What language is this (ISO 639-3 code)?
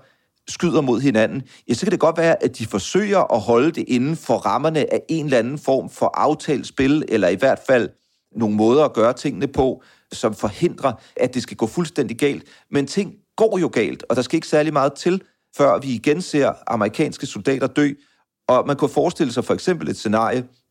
dan